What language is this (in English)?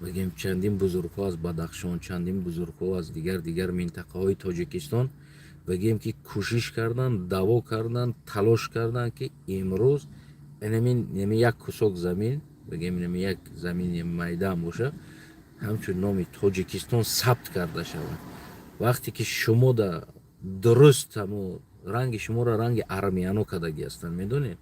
Tajik